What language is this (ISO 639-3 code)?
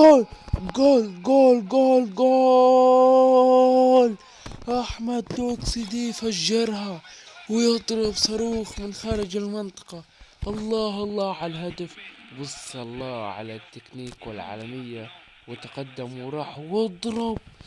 arz